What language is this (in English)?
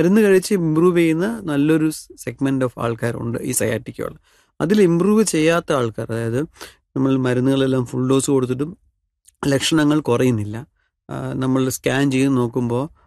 Malayalam